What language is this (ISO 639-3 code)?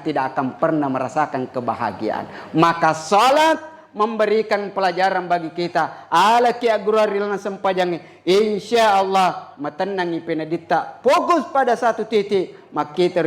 bug